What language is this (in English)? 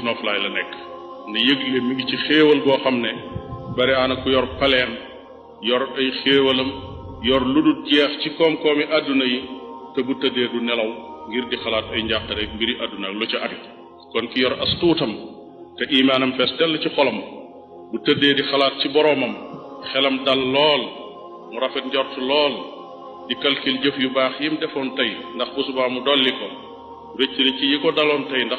Wolof